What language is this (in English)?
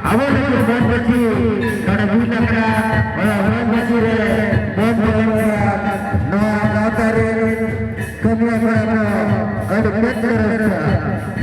Santali